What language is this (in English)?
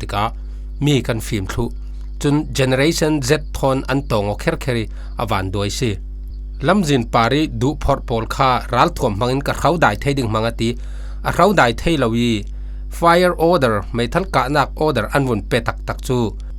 Falam Chin